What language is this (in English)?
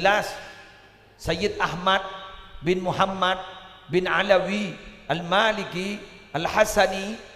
Madurese